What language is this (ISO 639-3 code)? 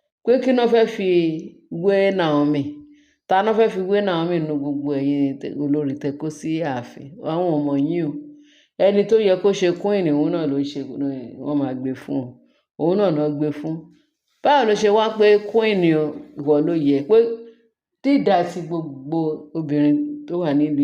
yor